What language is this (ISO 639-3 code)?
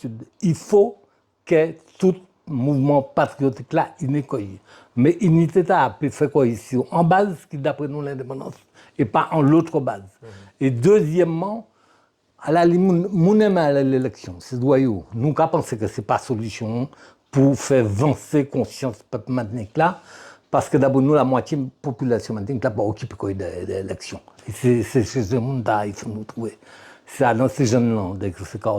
gcf